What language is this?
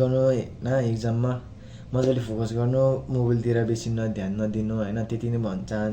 Nepali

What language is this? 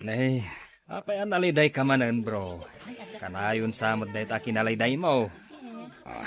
Iloko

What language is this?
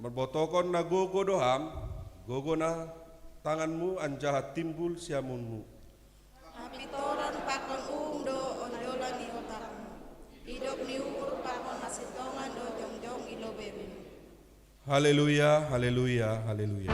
Batak Simalungun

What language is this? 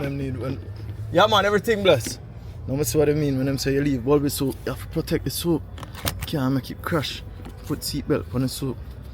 Jamaican Creole English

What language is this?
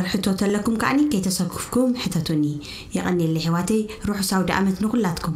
Tigrinya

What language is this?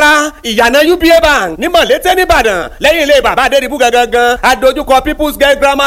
Yoruba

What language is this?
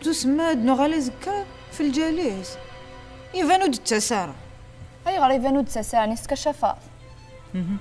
Kabyle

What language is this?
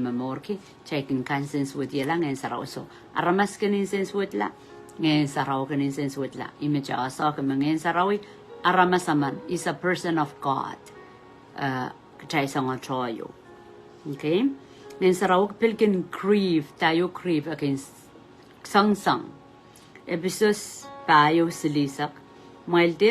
Pohnpeian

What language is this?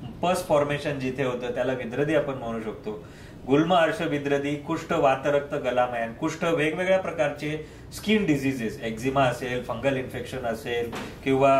Marathi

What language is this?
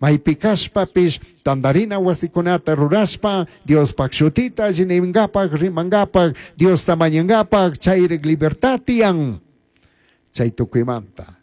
Chimborazo Highland Quichua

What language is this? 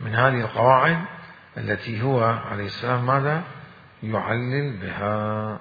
Mesopotamian Arabic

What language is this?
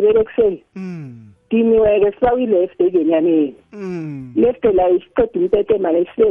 South Ndebele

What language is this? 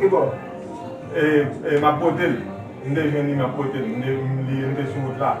Haitian Creole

